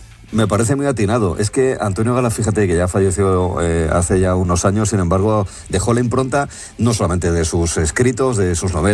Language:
Spanish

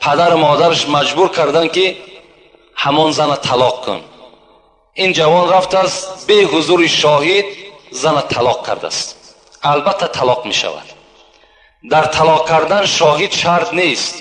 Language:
Tajik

